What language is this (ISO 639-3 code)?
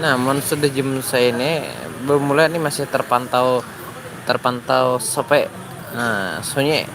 bjn